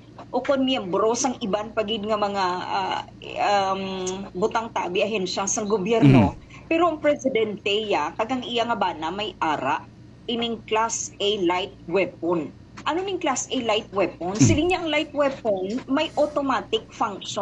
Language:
Hiligaynon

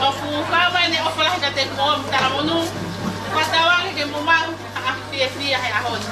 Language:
Tongan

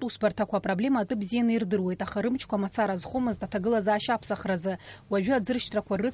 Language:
Abkhazian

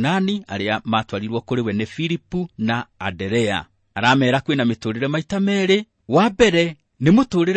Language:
Kikuyu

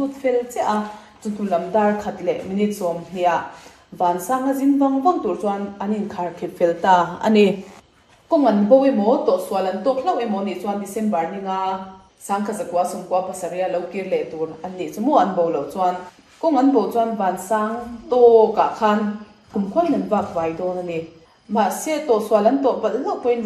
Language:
Mizo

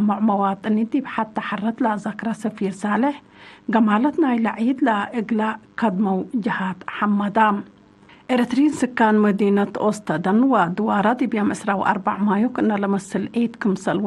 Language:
Tigre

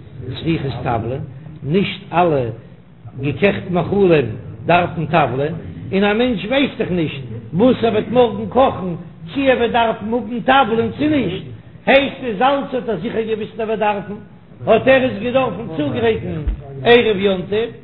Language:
Yiddish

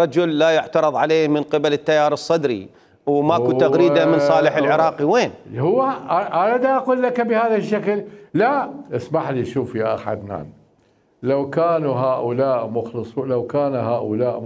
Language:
Mesopotamian Arabic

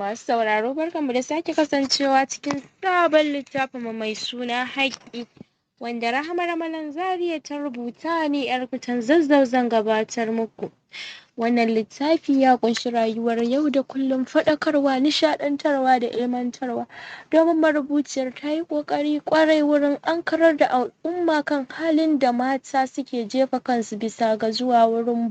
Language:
Hausa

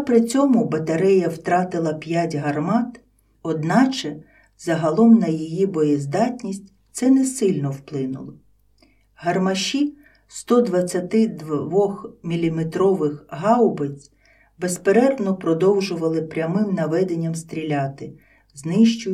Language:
Ukrainian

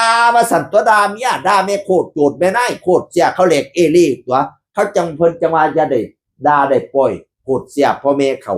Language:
Northeastern Thai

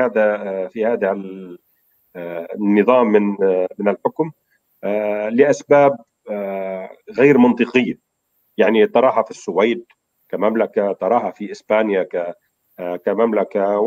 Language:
Arabic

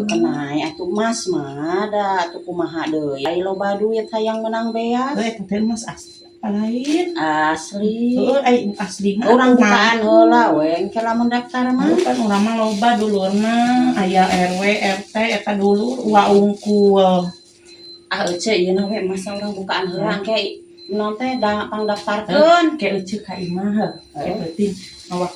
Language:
Sundanese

